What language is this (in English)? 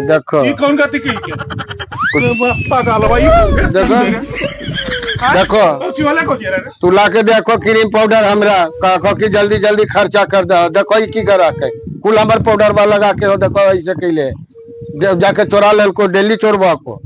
Magahi